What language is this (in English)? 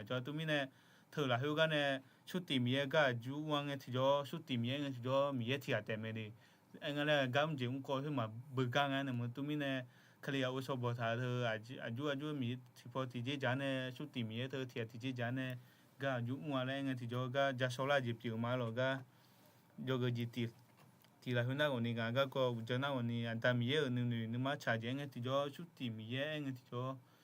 Akha